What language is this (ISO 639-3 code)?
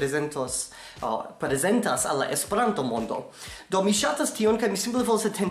epo